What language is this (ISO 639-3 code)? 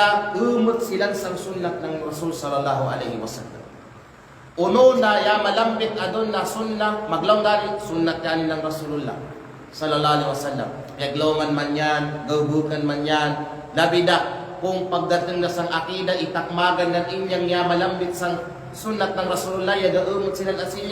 kqe